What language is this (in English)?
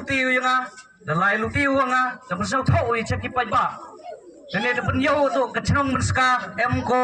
Khasi